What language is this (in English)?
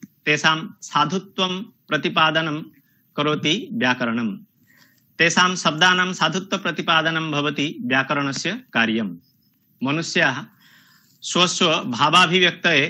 Sanskrit